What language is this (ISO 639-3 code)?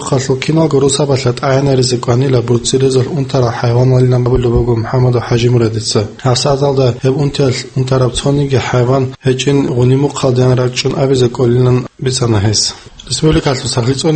ava